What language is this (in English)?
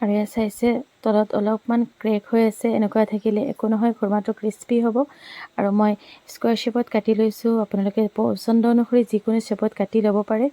Assamese